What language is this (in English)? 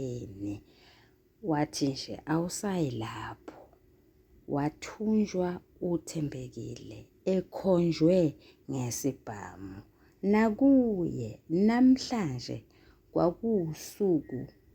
Zulu